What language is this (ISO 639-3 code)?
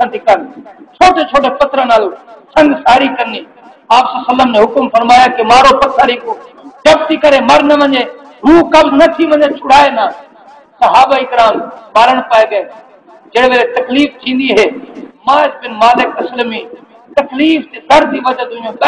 skr